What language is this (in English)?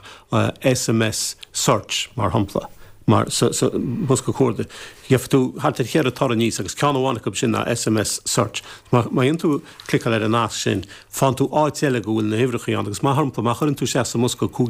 Irish